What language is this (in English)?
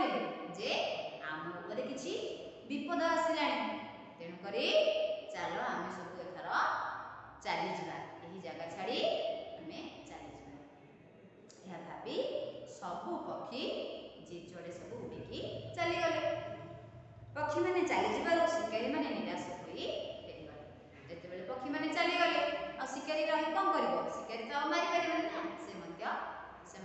Odia